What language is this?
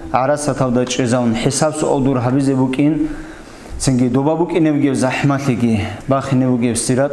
Avaric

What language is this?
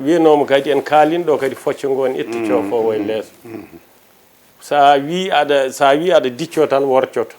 Fula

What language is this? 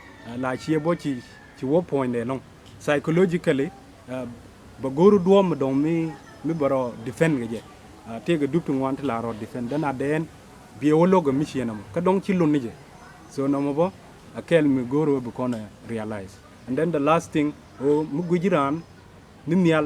Nuer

